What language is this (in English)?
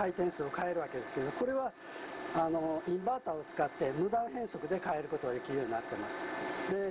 Japanese